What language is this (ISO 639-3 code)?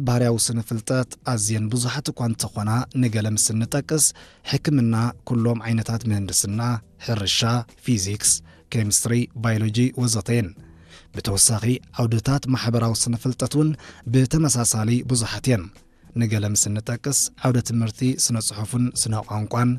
tir